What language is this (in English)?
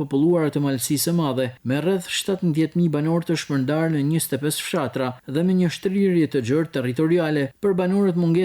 Albanian